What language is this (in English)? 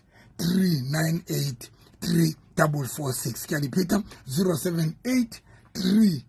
Southern Sotho